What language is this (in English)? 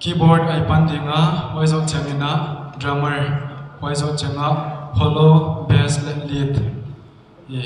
Paite Chin